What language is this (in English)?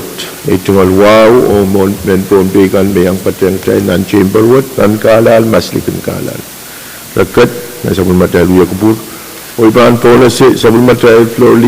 Pohnpeian